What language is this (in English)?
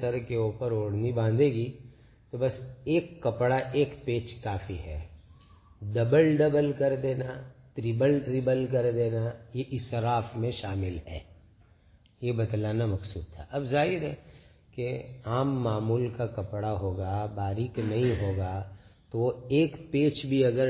Urdu